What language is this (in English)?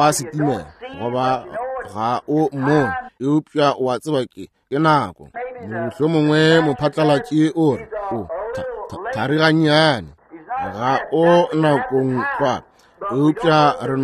Northern Sotho